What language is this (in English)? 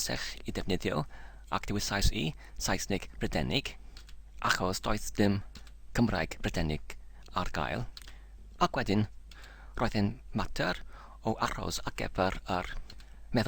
Welsh